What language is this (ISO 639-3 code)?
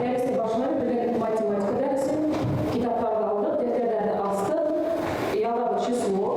bak